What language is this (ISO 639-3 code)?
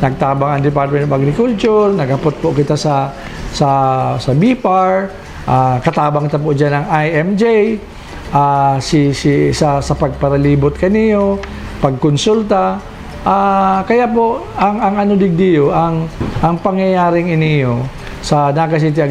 bik